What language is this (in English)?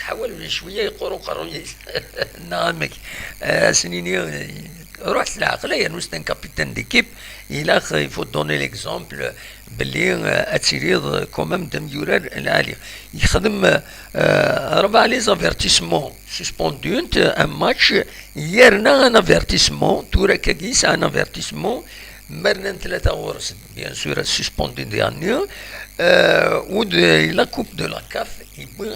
Kabyle